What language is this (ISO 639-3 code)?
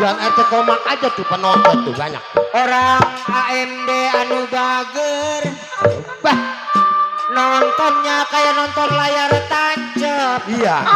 bew